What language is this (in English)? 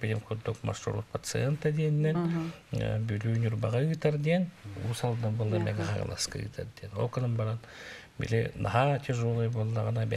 Yakut